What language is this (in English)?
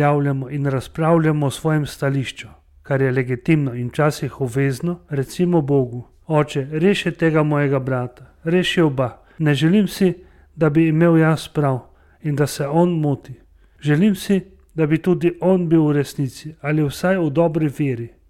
Slovenian